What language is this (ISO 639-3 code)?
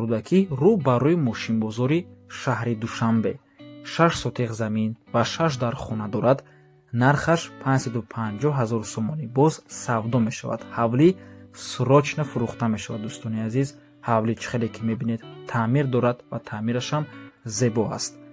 tgk